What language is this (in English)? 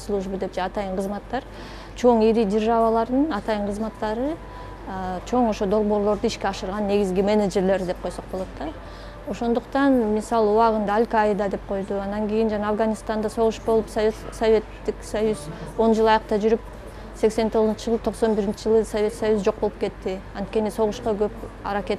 Kyrgyz